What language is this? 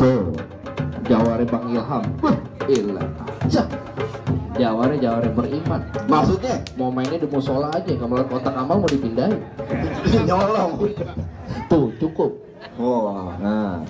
Betawi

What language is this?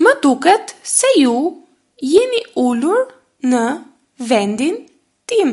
Albanian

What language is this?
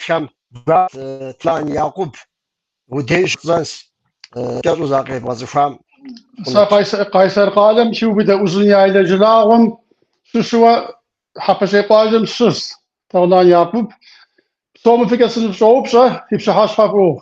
Kabardian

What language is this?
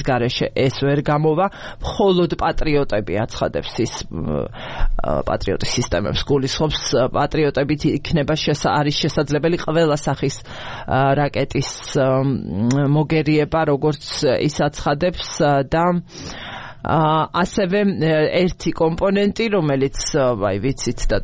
Georgian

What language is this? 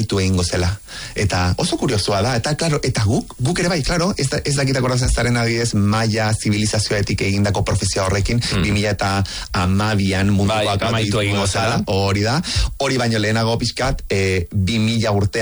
Basque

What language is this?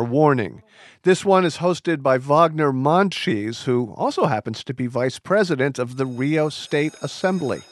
English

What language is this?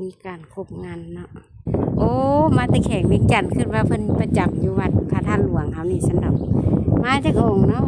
Lao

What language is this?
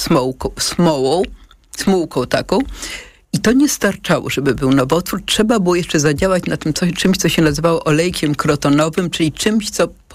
Polish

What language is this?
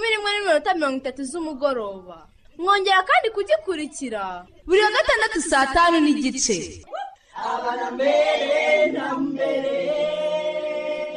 Kinyarwanda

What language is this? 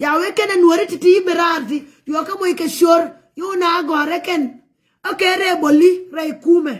Nuer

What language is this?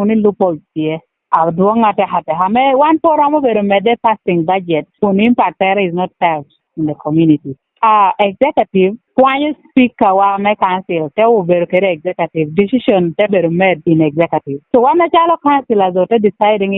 Lango (Uganda)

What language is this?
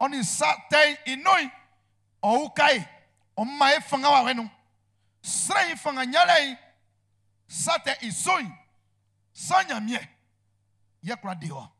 Baoulé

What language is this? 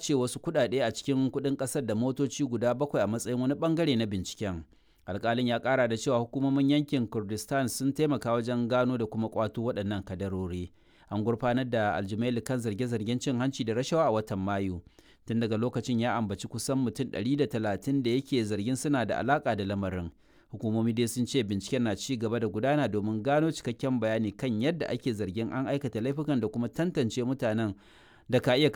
Hausa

